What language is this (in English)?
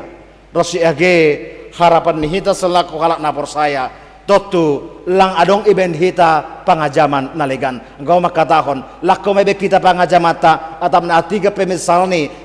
Batak Simalungun